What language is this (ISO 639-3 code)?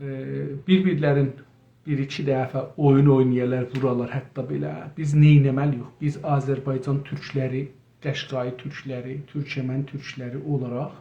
azb